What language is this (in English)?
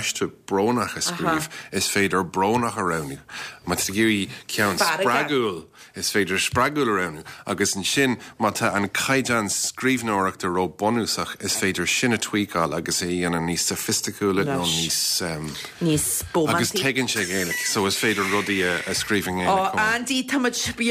Irish